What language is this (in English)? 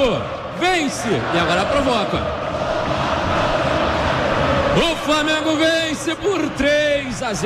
Portuguese